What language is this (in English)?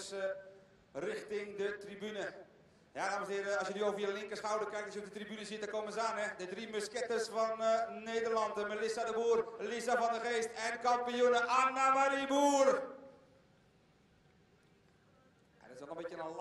Dutch